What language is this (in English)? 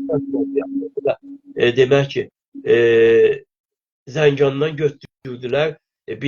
South Azerbaijani